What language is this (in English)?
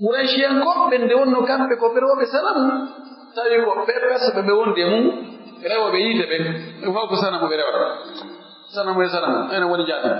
Pular